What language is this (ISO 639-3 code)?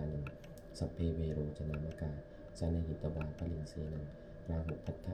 pli